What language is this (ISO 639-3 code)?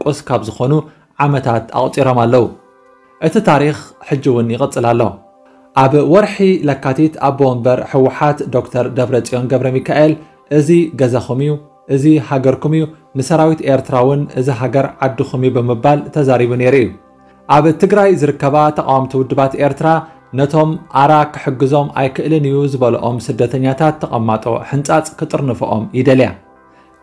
tir